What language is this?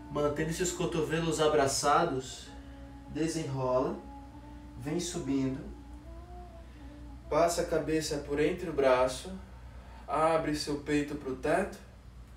Portuguese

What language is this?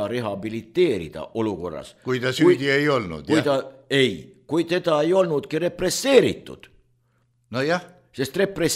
Estonian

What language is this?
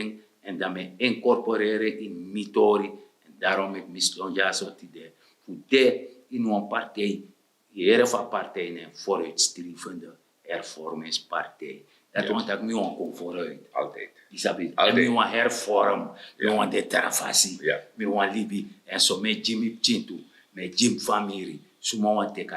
Sranan Tongo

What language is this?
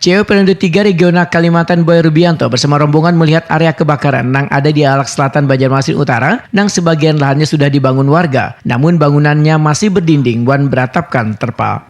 Banjar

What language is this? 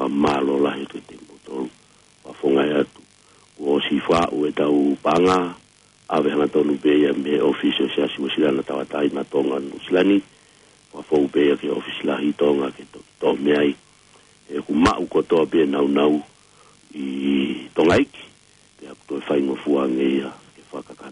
Tongan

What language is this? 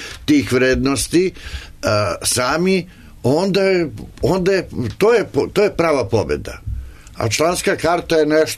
Serbian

